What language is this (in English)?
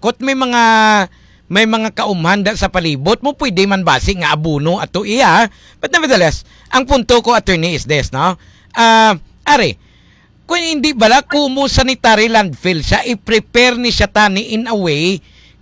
Hiligaynon